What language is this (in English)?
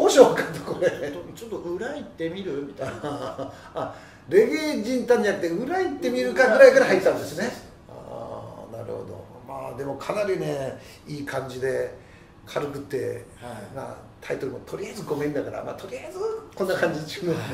Japanese